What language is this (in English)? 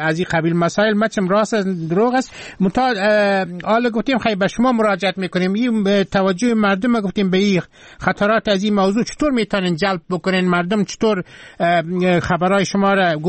Persian